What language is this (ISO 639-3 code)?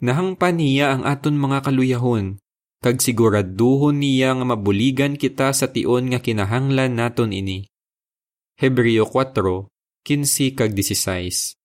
hil